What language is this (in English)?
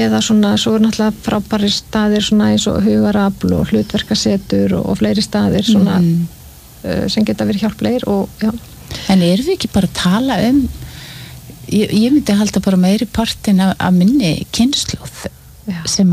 Icelandic